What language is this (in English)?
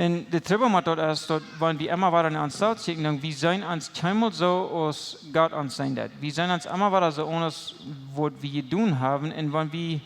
Plautdietsch